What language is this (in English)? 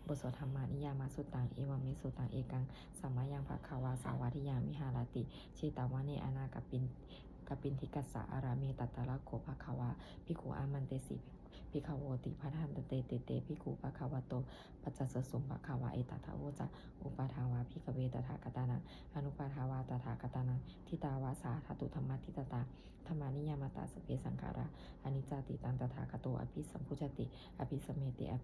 Pali